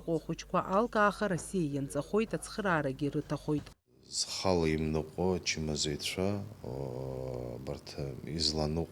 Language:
Abkhazian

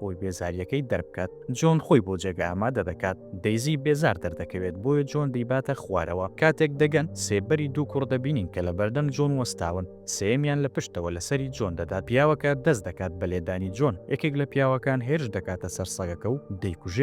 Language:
Central Kurdish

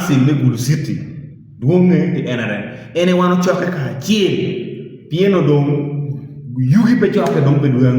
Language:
Acoli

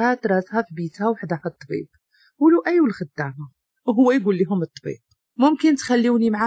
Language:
Moroccan Arabic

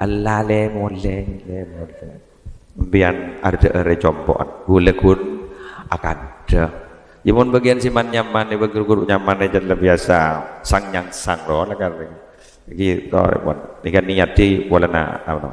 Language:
Madurese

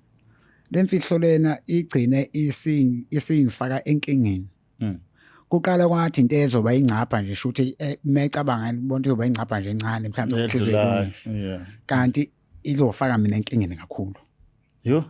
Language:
Zulu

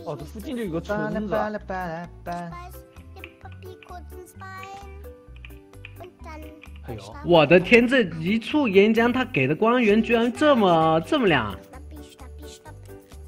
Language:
Chinese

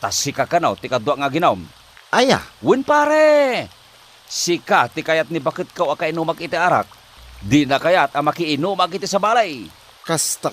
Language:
Iloko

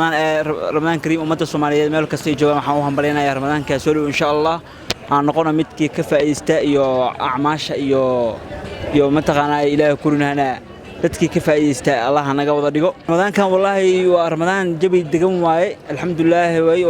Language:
Somali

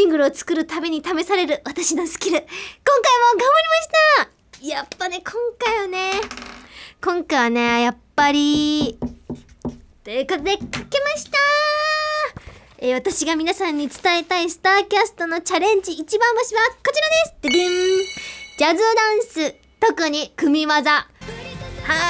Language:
Japanese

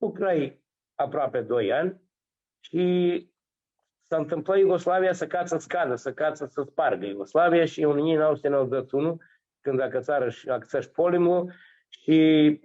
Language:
Aromanian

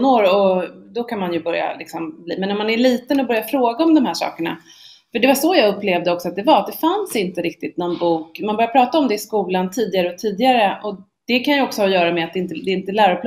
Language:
Swedish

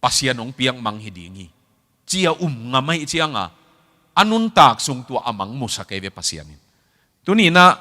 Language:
Tedim Chin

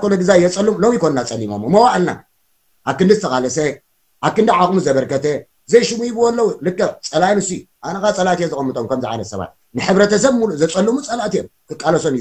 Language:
Tigrinya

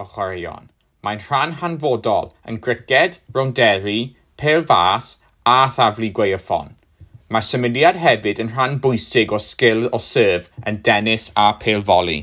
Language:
Welsh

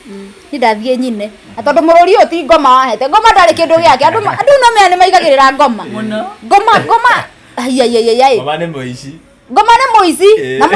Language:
Kikuyu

